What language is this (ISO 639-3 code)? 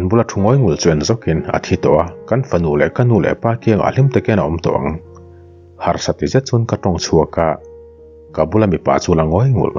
lus